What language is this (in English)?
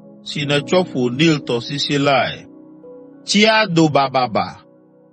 Ewe